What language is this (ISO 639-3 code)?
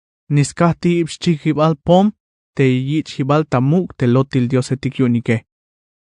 tzh